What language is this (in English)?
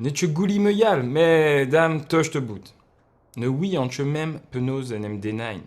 Breton